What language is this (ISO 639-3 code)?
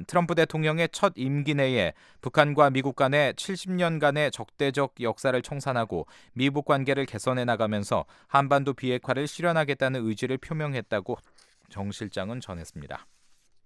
kor